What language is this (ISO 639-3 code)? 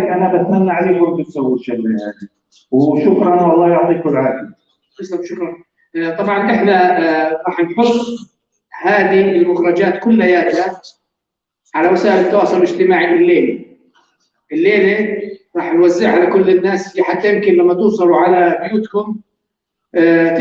apc